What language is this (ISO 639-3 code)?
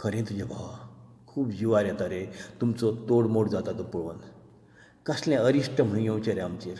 kok